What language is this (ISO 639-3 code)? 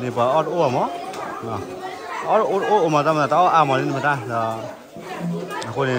ksw